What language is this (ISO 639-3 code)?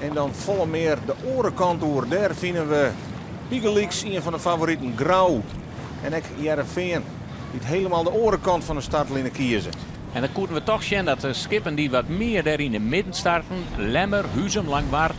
fry